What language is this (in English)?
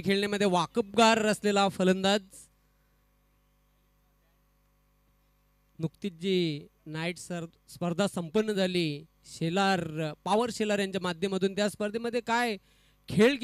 Marathi